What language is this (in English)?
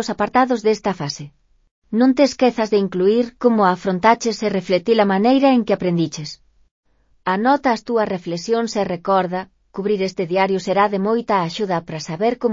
Galician